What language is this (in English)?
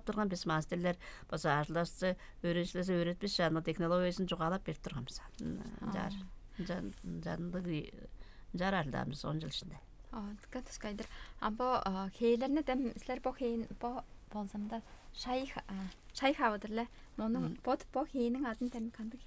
Tuvinian